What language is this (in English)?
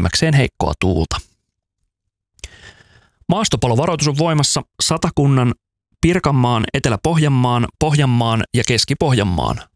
Finnish